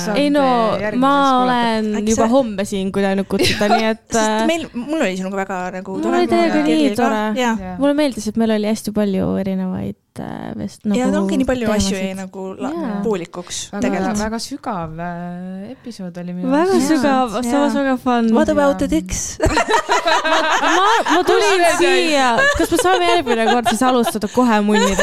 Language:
Estonian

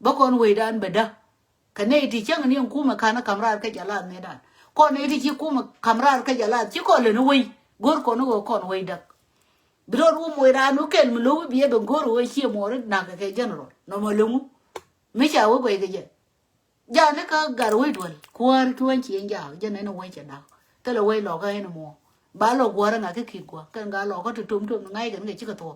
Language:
Nuer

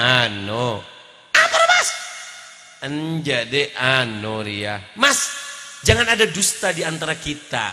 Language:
Madurese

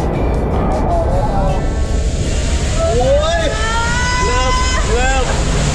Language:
Thai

